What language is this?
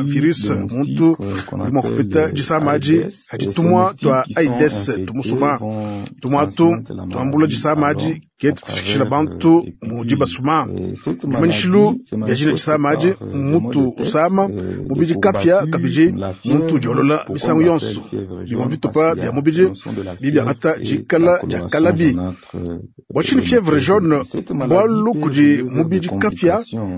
Luba-Lulua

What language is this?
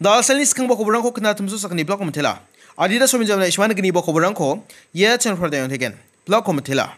Garo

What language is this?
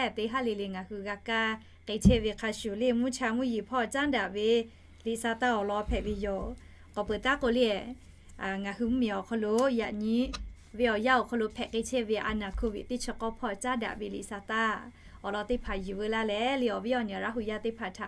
Lahu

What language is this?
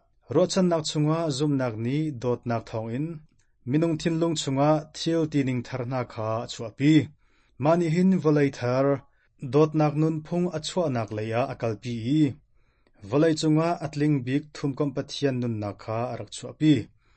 Hakha Chin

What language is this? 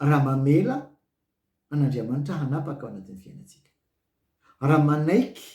Malagasy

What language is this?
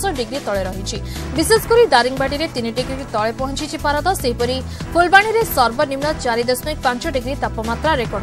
Odia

